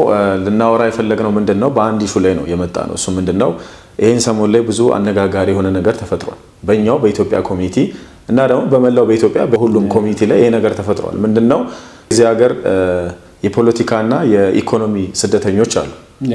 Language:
Amharic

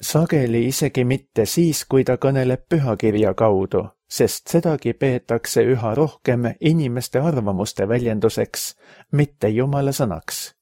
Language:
Estonian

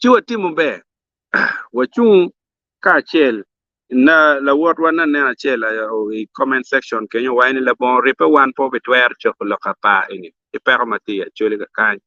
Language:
Acoli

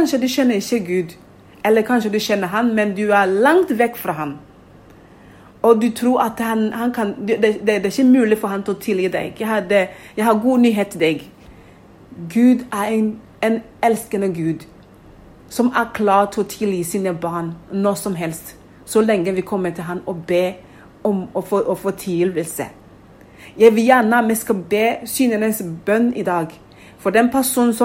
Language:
Norwegian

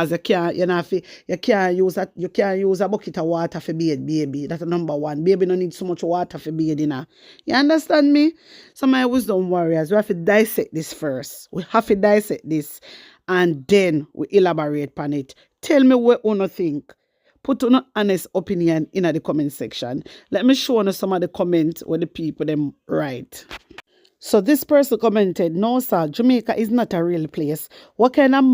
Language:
Jamaican Creole English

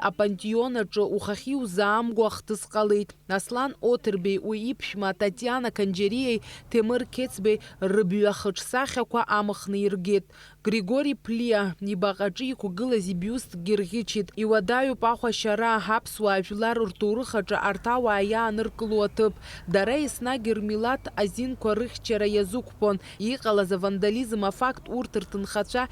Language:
Abkhazian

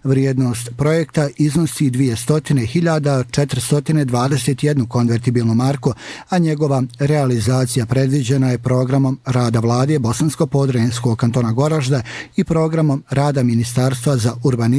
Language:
Bosnian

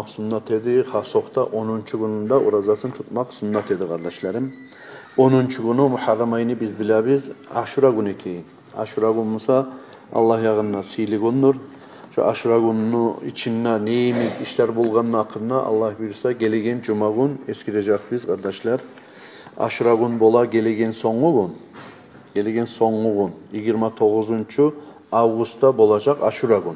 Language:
Kumyk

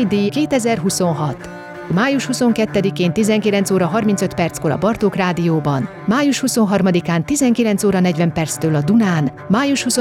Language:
Hungarian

